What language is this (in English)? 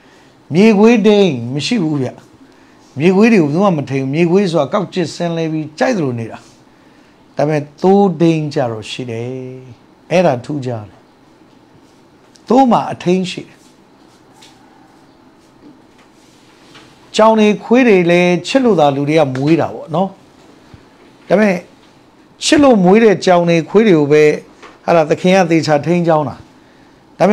Burmese